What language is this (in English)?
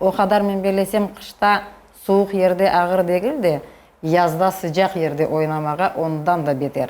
Crimean Tatar